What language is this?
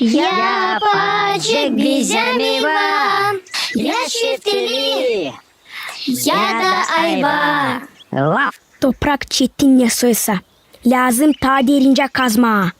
Gagauz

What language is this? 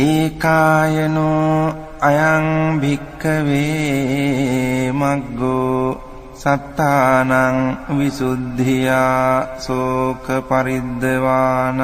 Pali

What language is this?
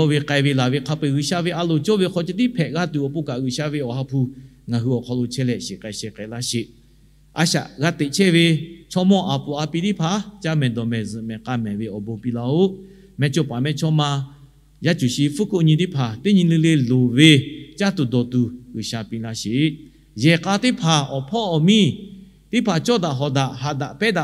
Lahu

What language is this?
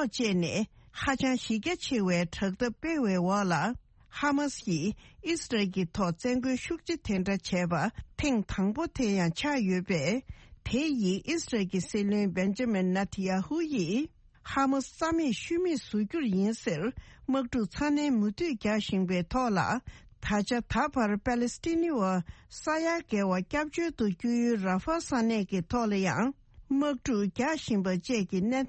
Tibetan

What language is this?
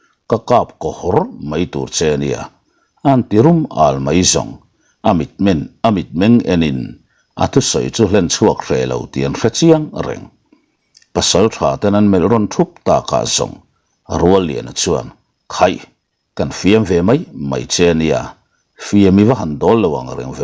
Mizo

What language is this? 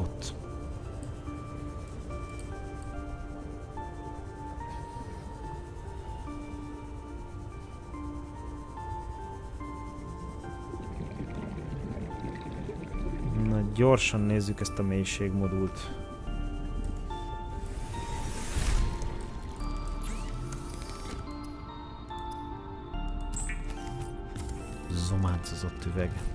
Hungarian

